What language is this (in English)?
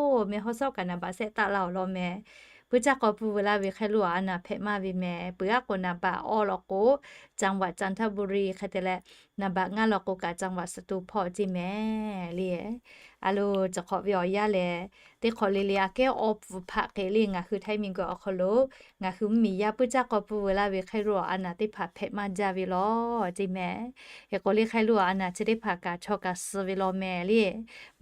Lahu